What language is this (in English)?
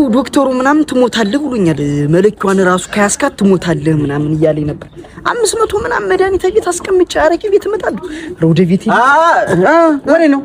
Amharic